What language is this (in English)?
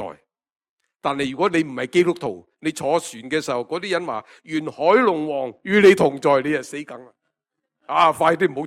Cantonese